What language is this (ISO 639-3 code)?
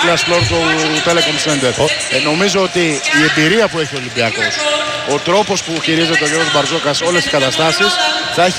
ell